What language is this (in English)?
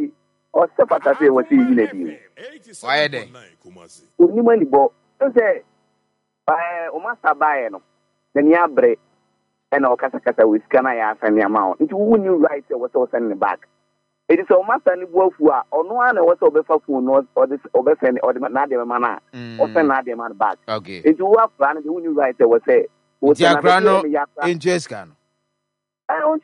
Akan